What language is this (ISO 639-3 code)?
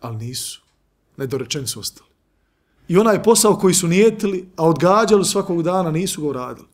bos